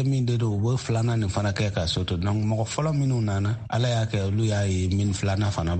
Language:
Bambara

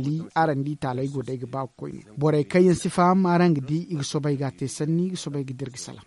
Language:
Zarma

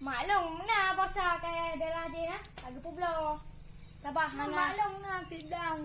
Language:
Achinese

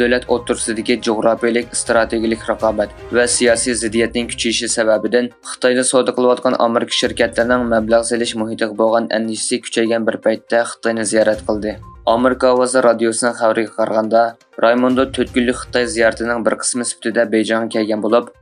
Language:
Uyghur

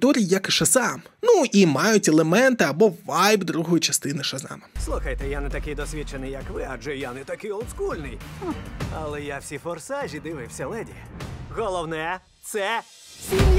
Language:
Ukrainian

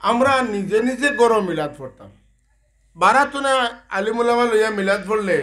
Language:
Sylheti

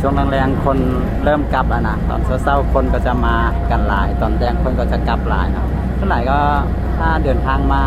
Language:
Lao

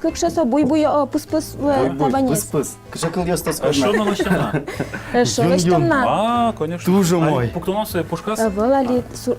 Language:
Udmurt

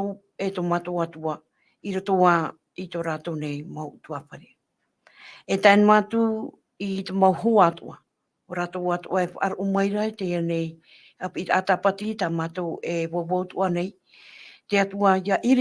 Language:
Tahitian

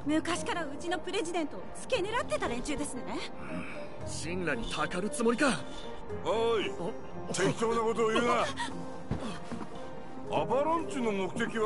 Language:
Japanese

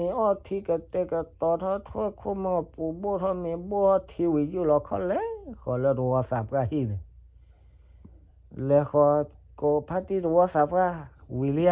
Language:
S'gaw Karen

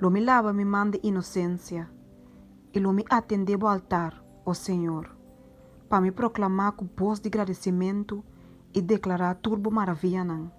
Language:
Papiamento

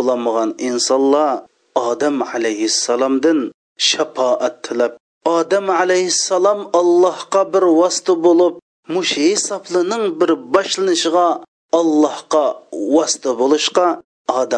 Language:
Uyghur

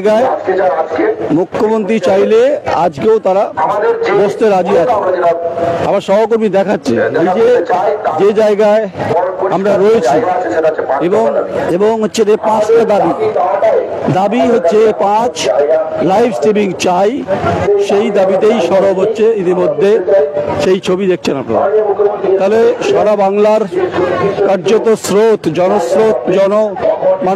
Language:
Bangla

